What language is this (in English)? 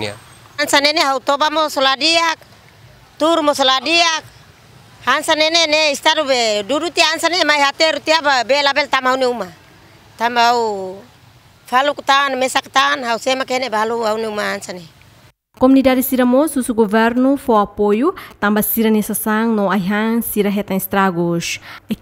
Tetum